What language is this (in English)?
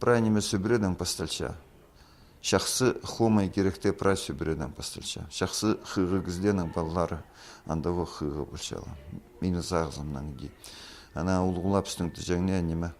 Khakas